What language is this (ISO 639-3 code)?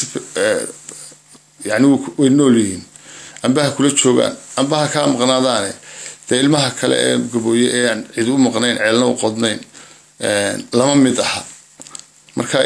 som